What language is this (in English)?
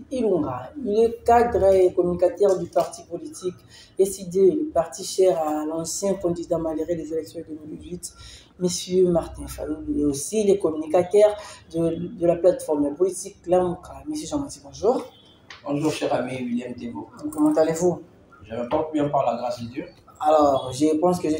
French